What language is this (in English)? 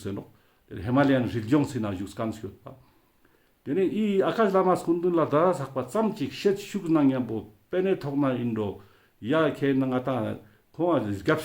Ladakhi